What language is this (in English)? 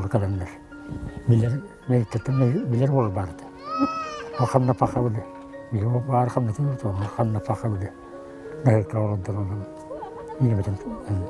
Yakut